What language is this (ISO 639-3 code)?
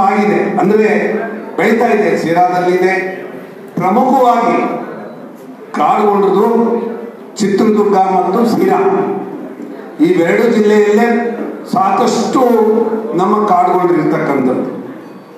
kan